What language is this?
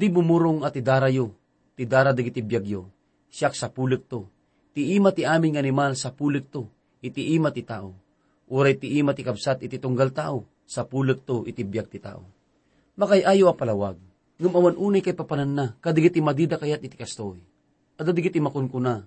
Iloko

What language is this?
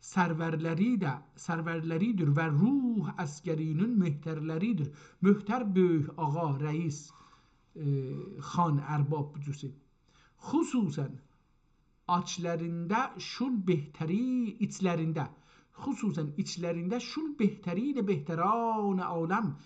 South Azerbaijani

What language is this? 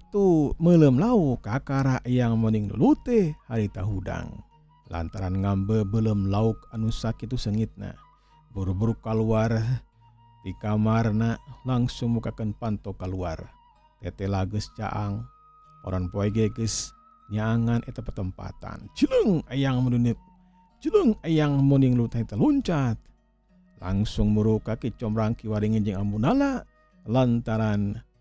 Sundanese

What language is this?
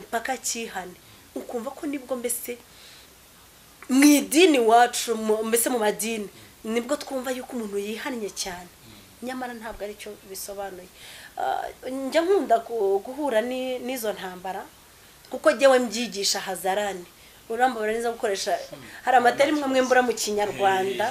Kinyarwanda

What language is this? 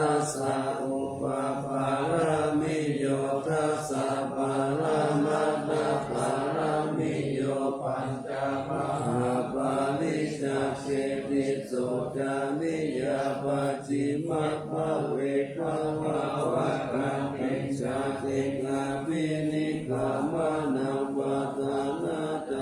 Pali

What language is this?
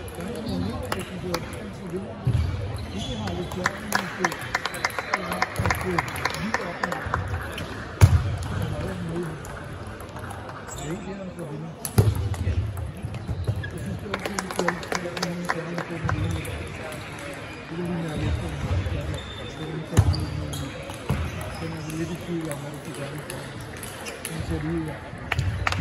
Danish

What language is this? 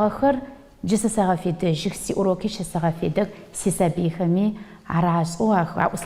Adyghe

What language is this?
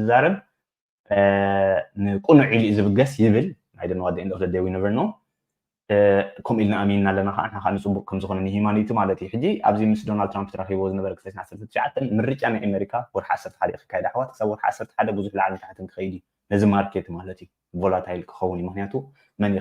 Tigrinya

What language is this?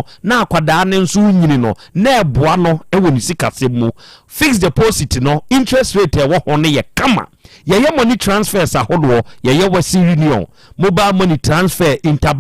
Akan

